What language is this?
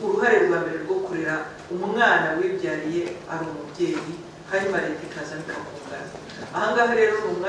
Kinyarwanda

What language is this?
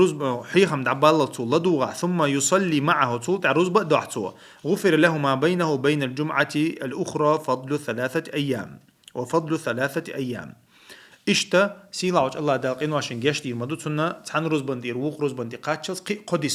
Chechen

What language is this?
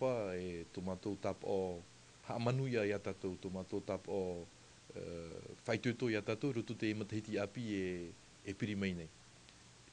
Tahitian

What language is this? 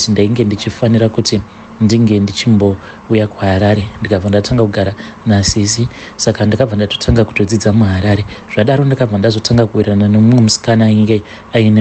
Shona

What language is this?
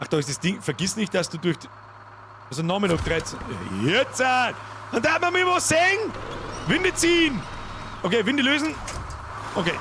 Bavarian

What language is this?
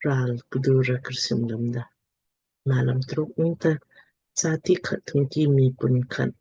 Lamkang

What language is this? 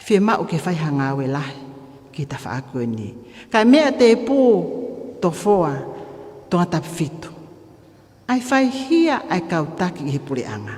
Tongan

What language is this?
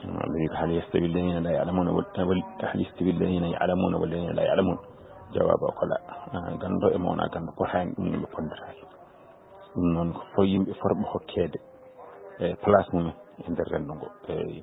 Fula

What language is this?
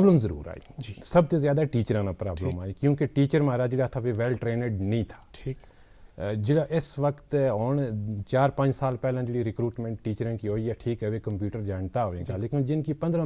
Gujari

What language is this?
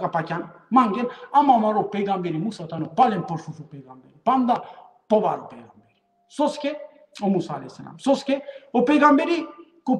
Balkan Romani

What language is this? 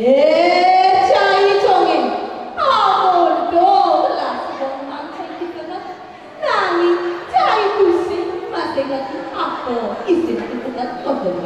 Balinese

